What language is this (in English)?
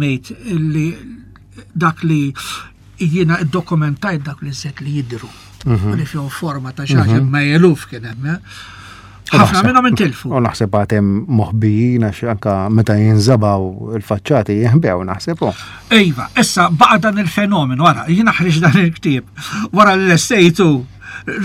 Maltese